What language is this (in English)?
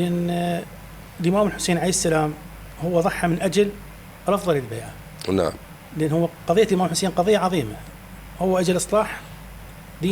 Mesopotamian Arabic